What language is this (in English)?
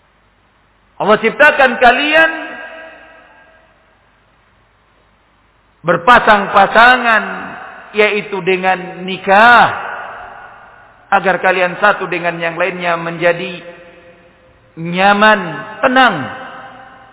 Indonesian